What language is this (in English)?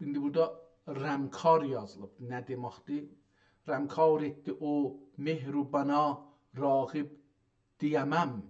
South Azerbaijani